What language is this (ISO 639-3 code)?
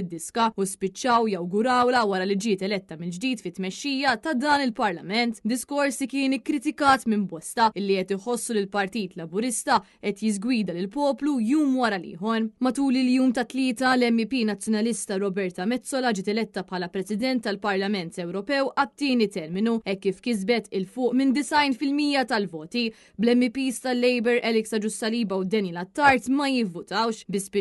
mlt